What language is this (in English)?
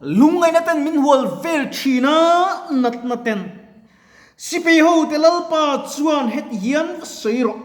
Mizo